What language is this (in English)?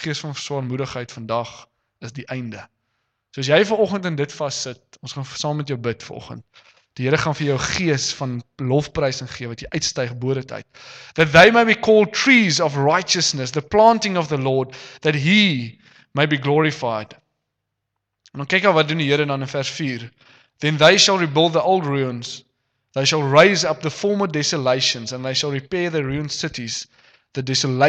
Afrikaans